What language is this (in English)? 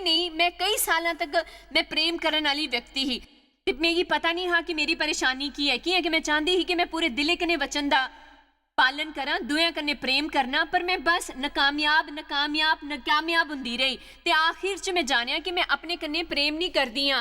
Dogri